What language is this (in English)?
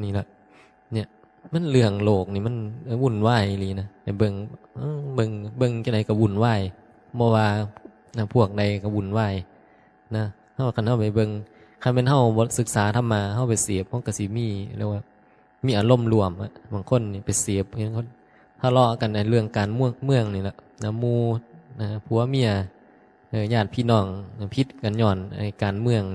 Northeastern Thai